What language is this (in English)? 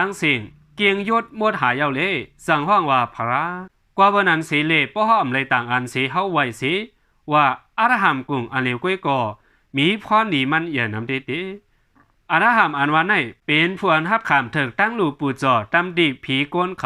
Shan